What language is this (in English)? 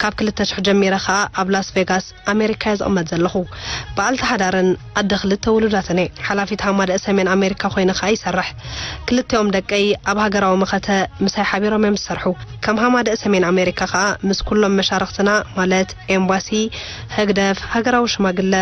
Tigrinya